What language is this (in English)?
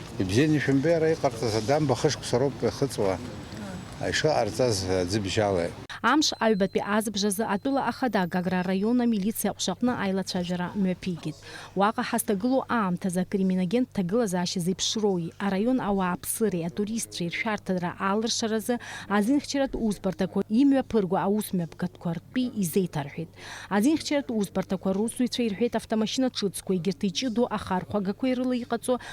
Abkhazian